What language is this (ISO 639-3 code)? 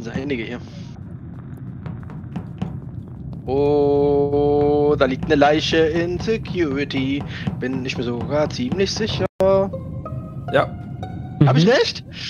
deu